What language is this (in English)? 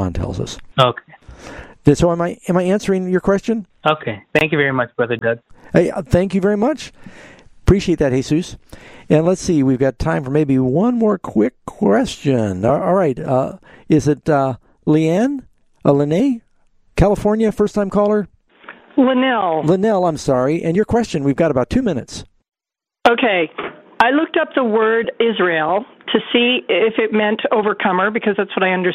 English